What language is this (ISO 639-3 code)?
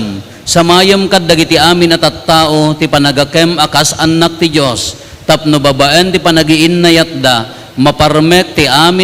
ilo